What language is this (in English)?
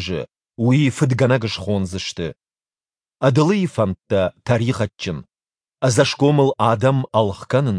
Ossetic